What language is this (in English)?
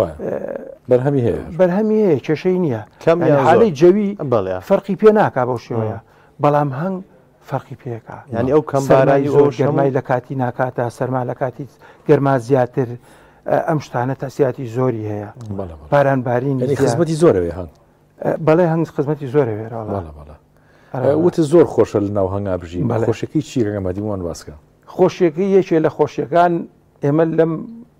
Central Kurdish